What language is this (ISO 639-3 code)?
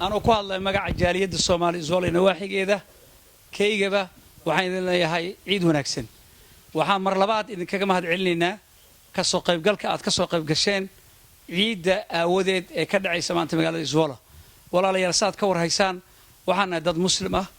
som